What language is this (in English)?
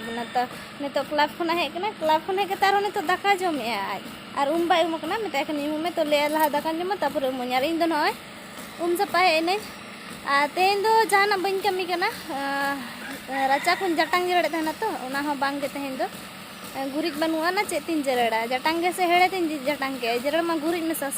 Santali